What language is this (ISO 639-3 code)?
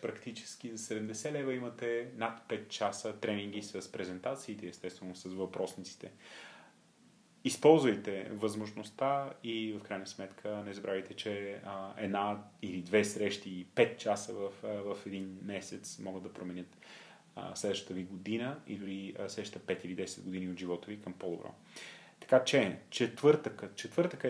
bul